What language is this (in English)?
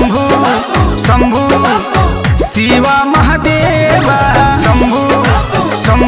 Bhojpuri